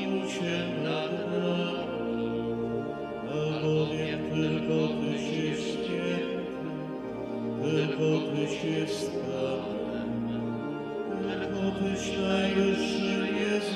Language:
Polish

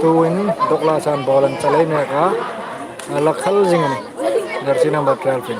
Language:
Hmar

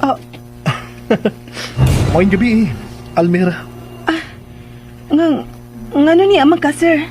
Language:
Cebuano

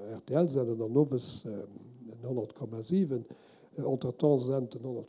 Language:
Luxembourgish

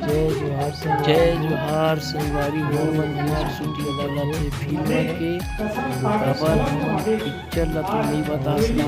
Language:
Chhattisgarhi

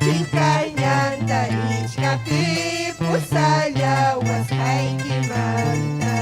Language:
Ayacucho Quechua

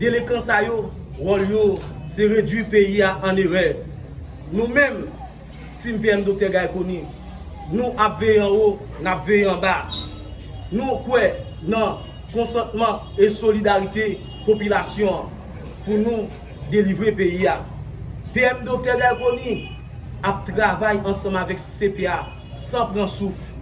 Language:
Haitian Creole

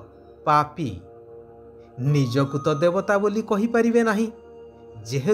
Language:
Odia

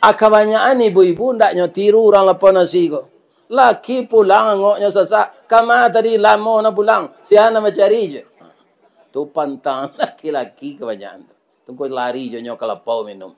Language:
Minangkabau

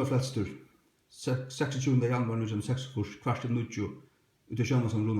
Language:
Faroese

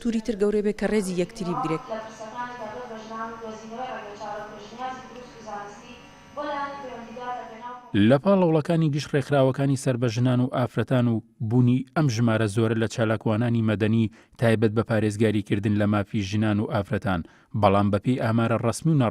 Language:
Central Kurdish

